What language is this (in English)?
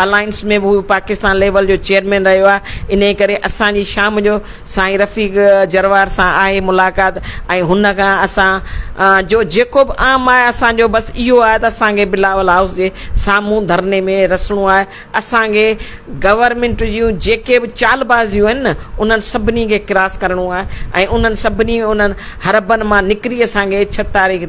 Sindhi